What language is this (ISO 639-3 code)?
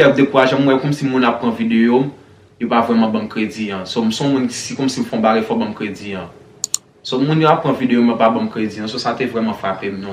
hat